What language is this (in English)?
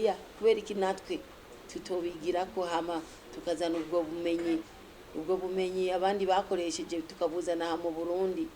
Rundi